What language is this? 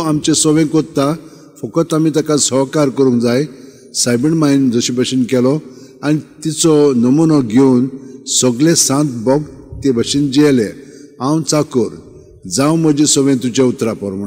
Konkani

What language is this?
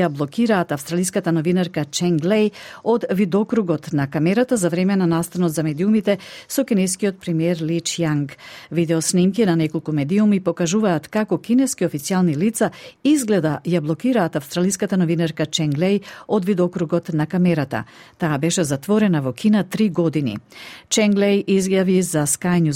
Macedonian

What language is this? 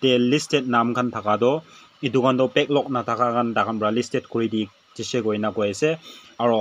Naga Pidgin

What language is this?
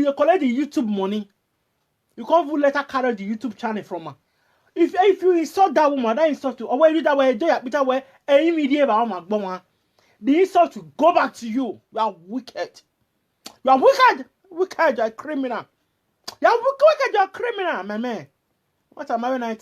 Nigerian Pidgin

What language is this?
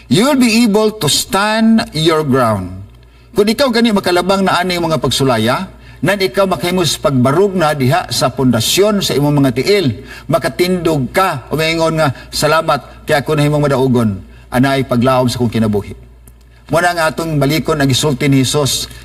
Cebuano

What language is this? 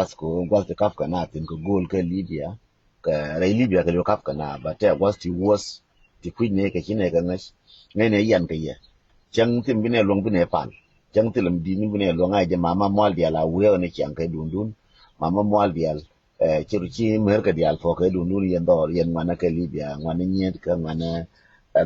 Nuer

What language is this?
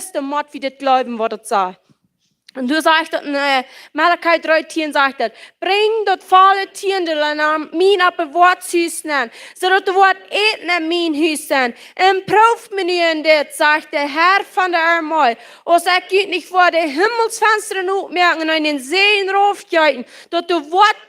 Plautdietsch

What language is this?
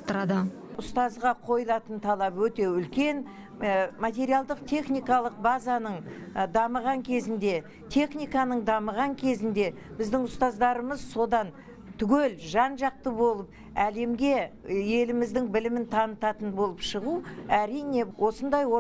Kazakh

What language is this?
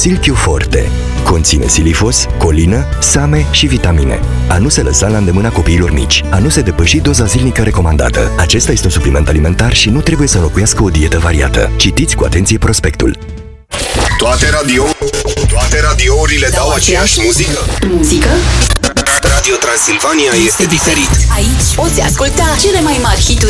Romanian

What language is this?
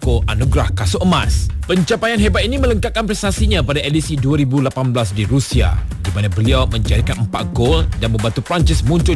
Malay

